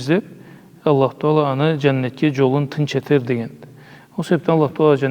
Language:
Karachay-Balkar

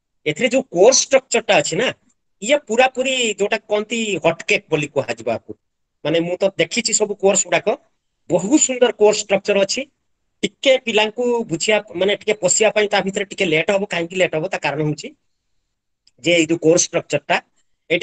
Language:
Odia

